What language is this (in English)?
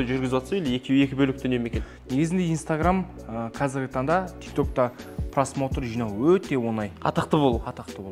Kazakh